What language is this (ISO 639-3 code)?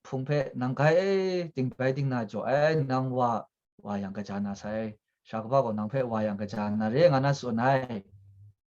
kac